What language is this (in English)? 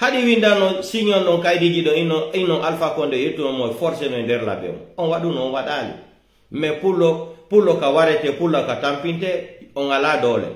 Pular